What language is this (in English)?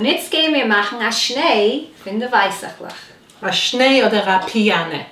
Yiddish